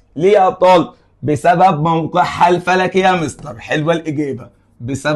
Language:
Egyptian Arabic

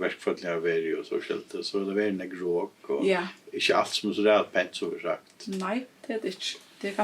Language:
Faroese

